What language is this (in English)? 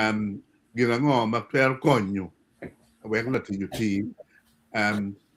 Acoli